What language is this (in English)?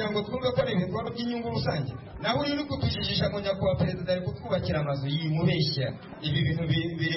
Kinyarwanda